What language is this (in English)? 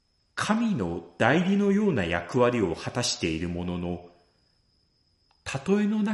Japanese